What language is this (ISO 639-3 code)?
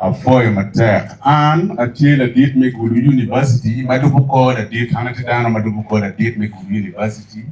ach